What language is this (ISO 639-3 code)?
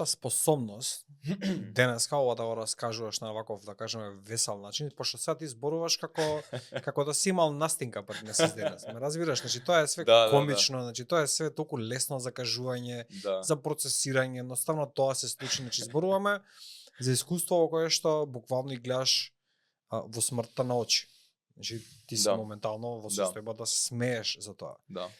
mkd